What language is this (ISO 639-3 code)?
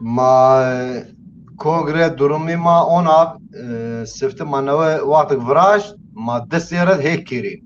zza